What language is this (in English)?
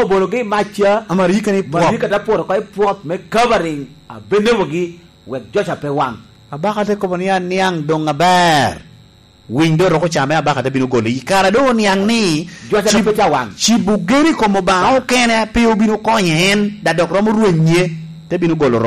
Lango (Uganda)